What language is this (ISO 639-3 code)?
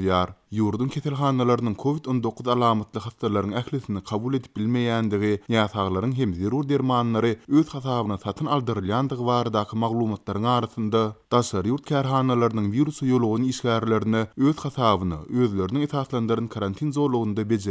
tuk